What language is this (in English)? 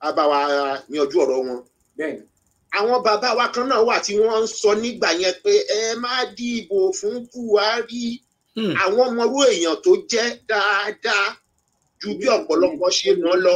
Yoruba